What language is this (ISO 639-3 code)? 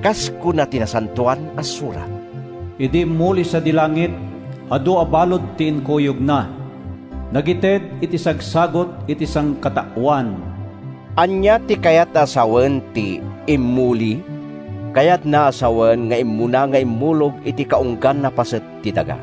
ilo